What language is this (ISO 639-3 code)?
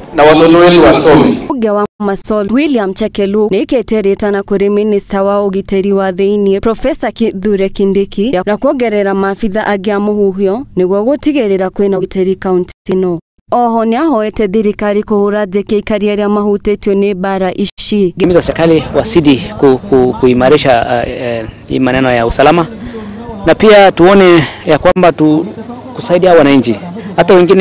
kik